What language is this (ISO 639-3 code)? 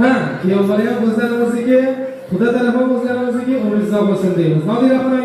uzb